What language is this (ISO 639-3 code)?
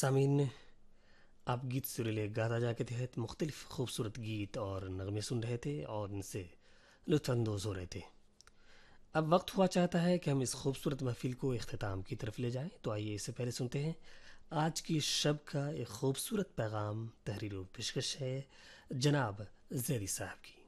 urd